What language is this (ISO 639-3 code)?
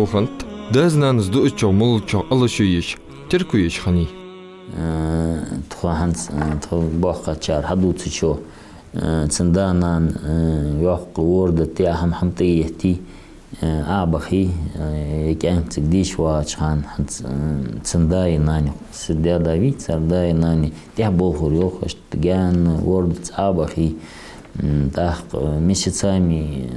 inh